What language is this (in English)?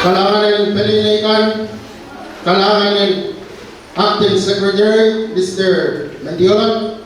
Pohnpeian